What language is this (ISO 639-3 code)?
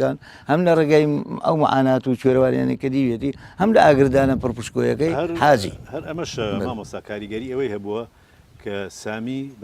ckb